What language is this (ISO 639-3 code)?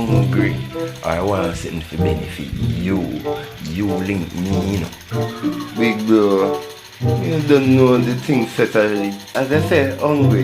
jam